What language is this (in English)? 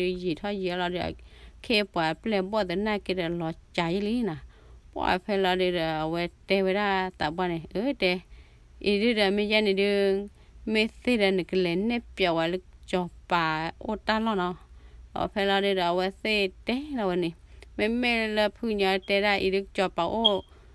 S'gaw Karen